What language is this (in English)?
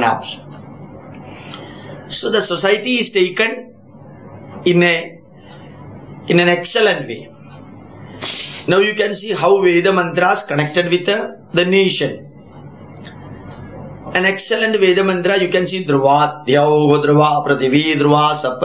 English